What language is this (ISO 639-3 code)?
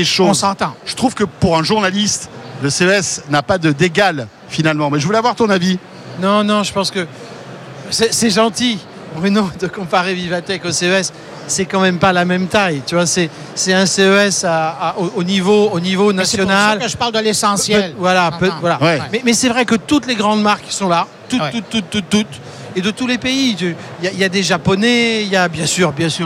fra